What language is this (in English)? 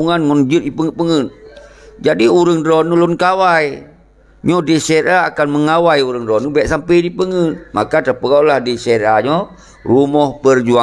Achinese